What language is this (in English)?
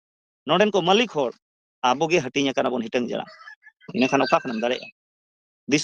Santali